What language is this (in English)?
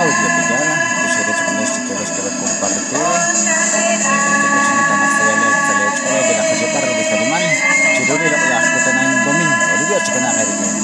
Kekchí